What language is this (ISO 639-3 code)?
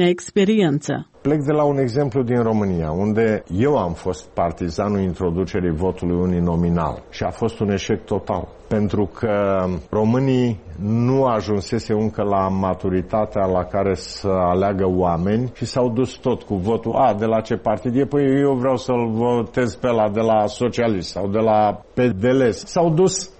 ron